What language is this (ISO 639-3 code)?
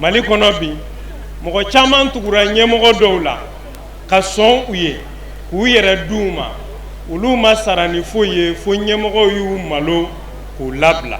bam